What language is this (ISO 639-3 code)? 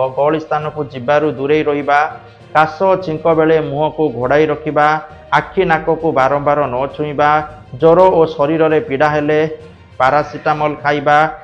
ori